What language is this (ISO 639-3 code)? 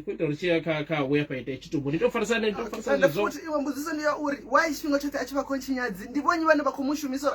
ven